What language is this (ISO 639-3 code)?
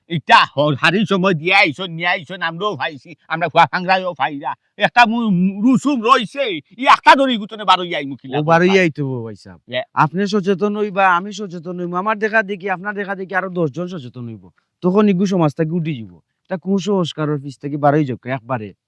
syl